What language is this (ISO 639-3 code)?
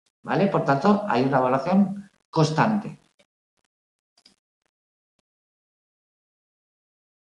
spa